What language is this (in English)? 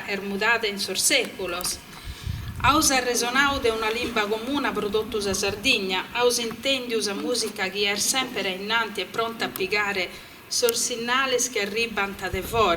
Sardinian